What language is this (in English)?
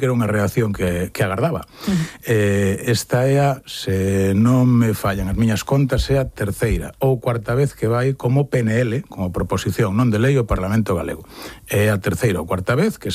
Galician